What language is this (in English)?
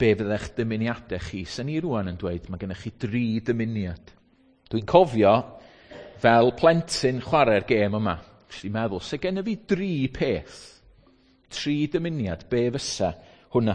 Welsh